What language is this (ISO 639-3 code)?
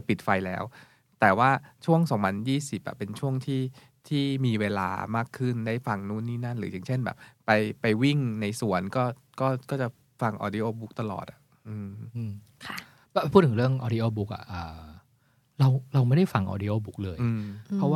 tha